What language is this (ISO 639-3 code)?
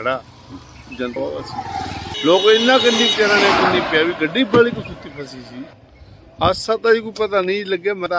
pan